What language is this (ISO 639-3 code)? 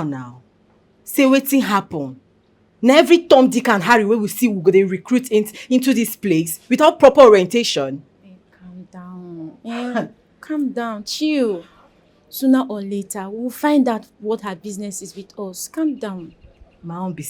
pcm